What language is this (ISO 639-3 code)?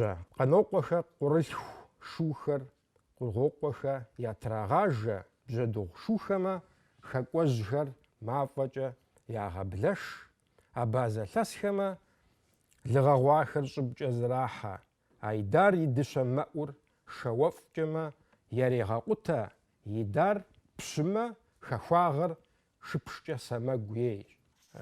kbd